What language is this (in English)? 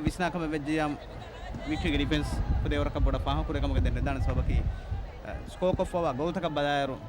Divehi